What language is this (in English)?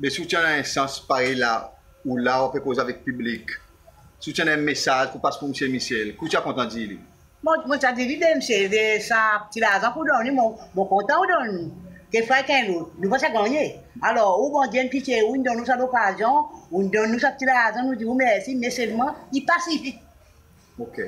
Seselwa Creole French